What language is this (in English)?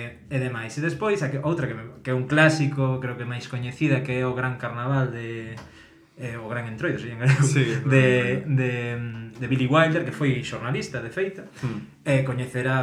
Galician